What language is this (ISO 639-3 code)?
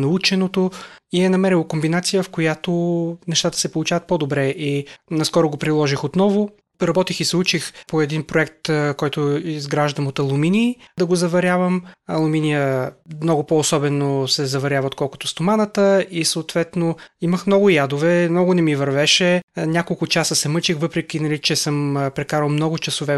bul